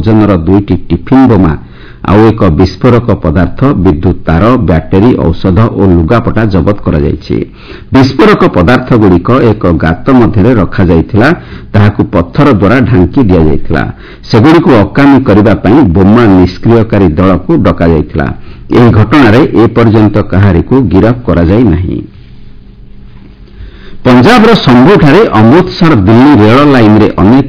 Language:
Odia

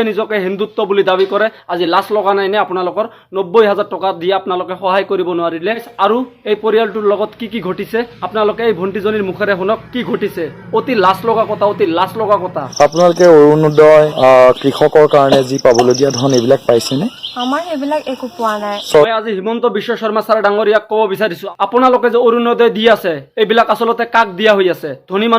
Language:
Assamese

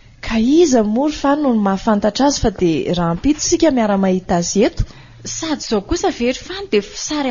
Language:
Malagasy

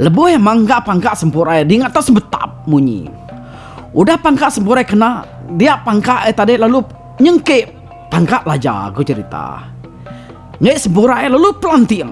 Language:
Iban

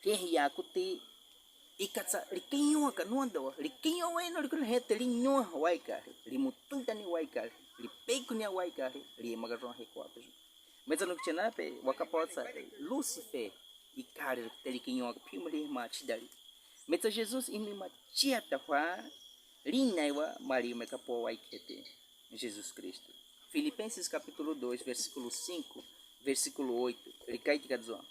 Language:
Baniwa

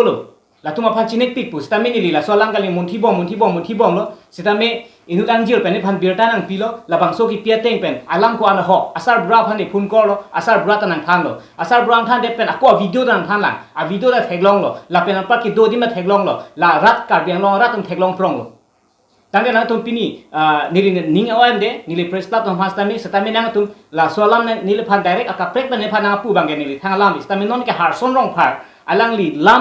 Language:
Karbi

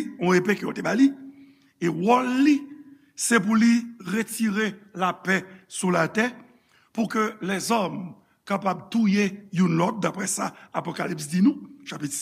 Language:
Haitian Creole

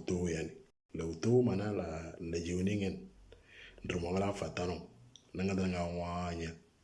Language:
Moro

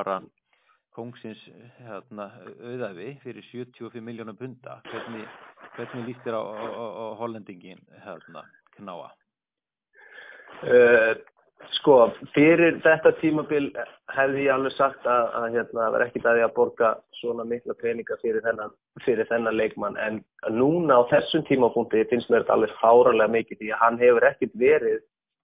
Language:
Icelandic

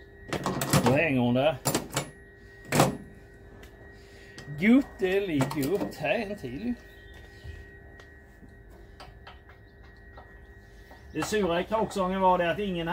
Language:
Swedish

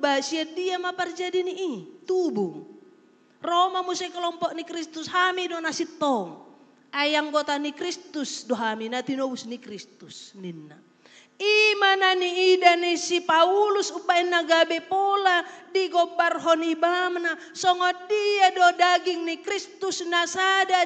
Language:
Batak Toba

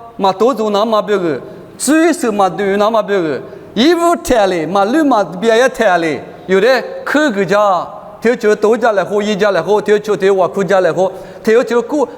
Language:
Lisu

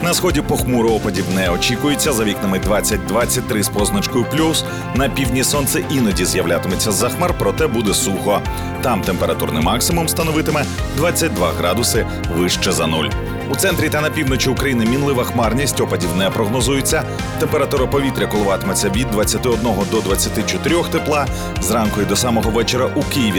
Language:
Ukrainian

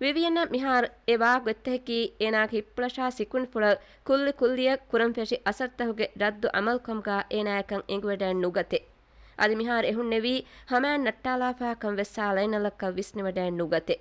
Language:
Divehi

